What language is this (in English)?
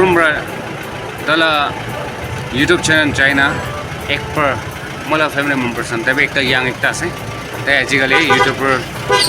Naga Pidgin